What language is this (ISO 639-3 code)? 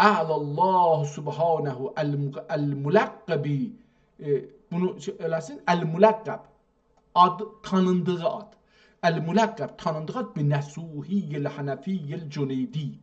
azb